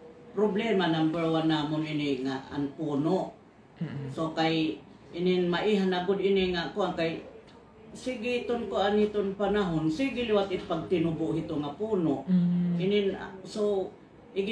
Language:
Waray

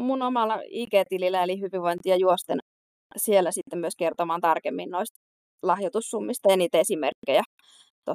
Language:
Finnish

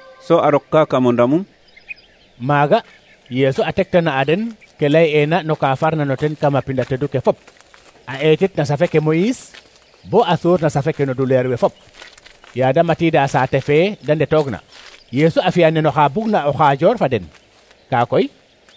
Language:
Serer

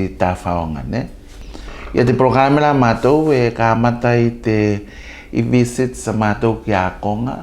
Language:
Tuvalu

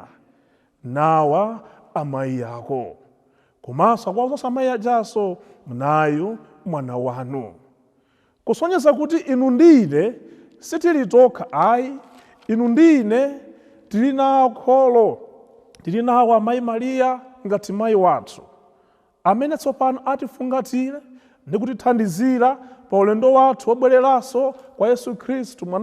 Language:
Nyanja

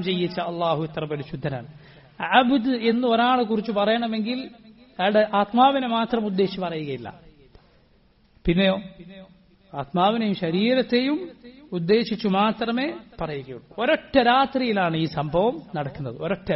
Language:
Malayalam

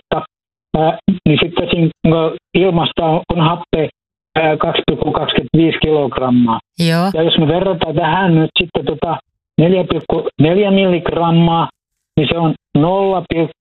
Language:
Finnish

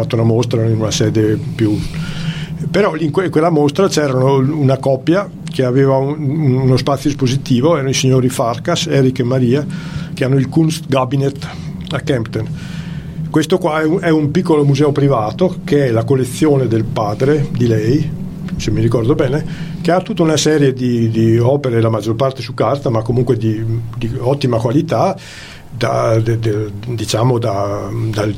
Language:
Italian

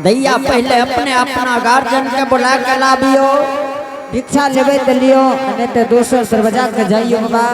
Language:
Angika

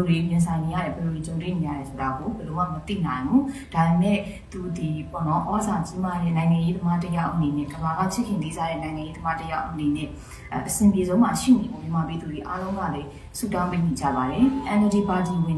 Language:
Burmese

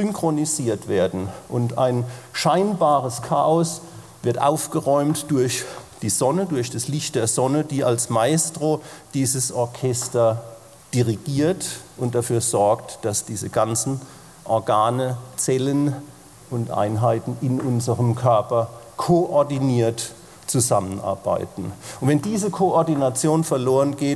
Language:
Luxembourgish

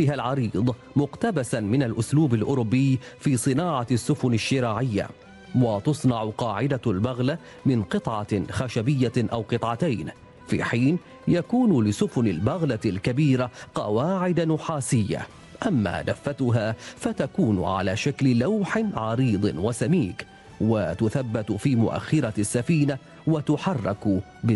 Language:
Arabic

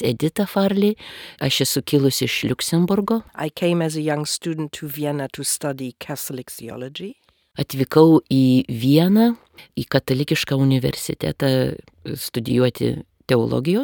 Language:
Lithuanian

